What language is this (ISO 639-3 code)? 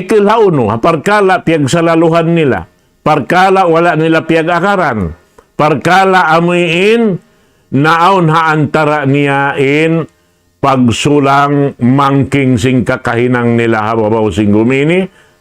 tsg